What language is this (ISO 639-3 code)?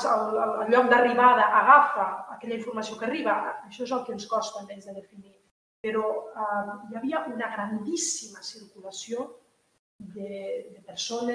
cat